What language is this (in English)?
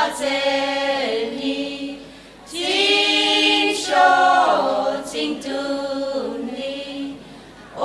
Tangkhul Naga (India)